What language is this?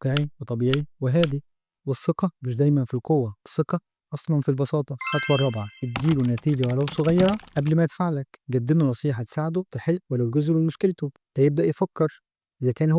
Egyptian Arabic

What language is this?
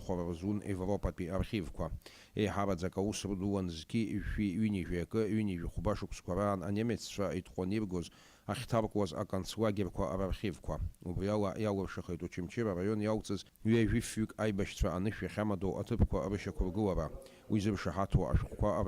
Abkhazian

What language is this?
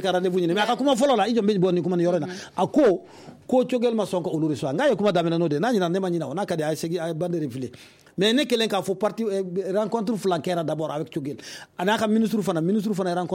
Bambara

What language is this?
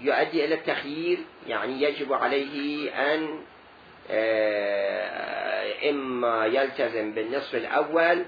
Mesopotamian Arabic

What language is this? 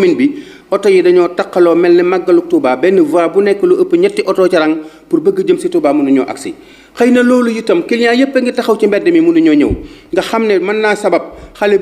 Wolof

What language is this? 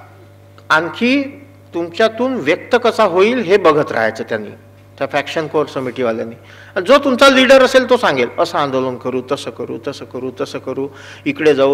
Marathi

